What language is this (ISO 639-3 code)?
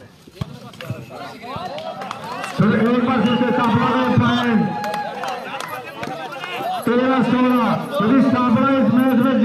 hin